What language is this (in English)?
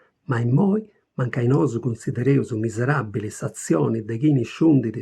Sardinian